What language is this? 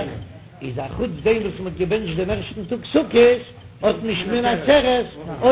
Yiddish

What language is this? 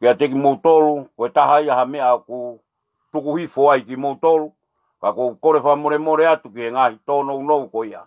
Tongan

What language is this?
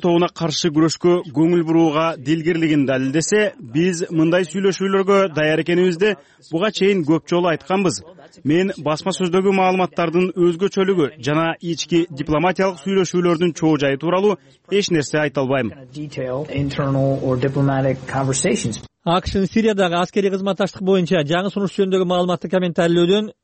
Kyrgyz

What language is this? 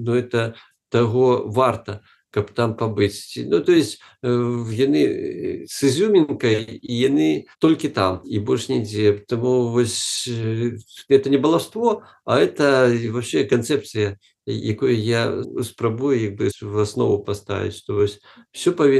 Belarusian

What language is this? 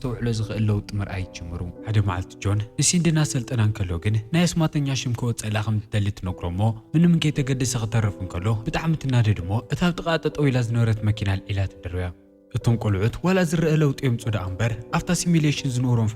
Tigrinya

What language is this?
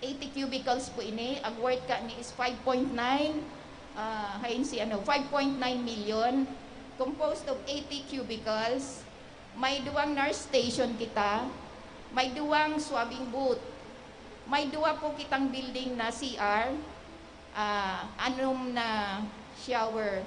Bikol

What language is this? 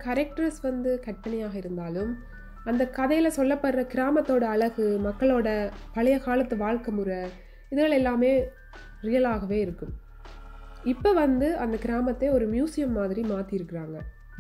Tamil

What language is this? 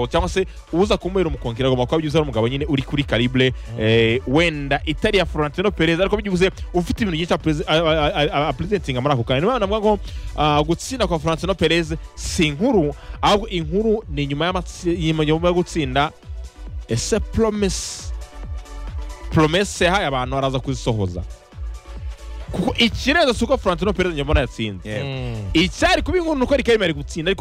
Kinyarwanda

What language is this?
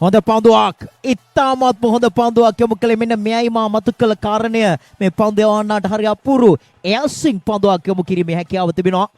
Sinhala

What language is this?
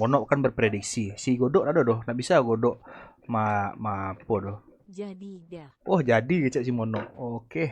Minangkabau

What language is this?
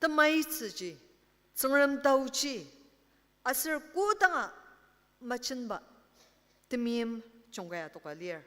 Ao Naga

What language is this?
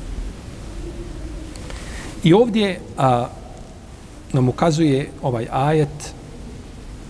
Bosnian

